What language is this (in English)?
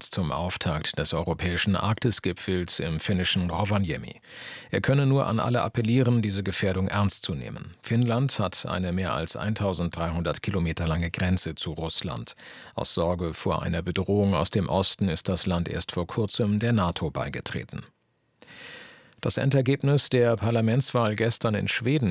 German